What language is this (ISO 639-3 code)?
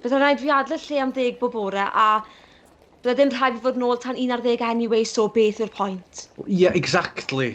cym